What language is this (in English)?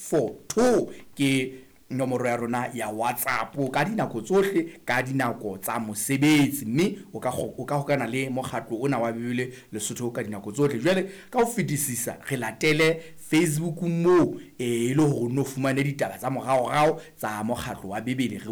Southern Sotho